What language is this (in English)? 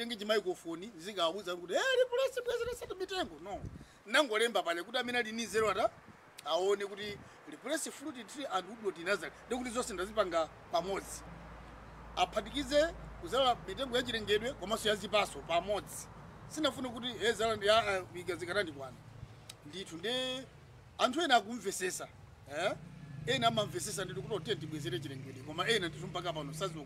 Nyanja